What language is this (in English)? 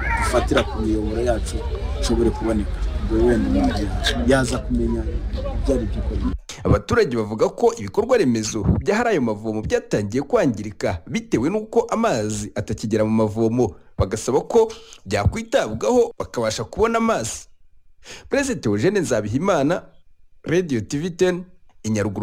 Kinyarwanda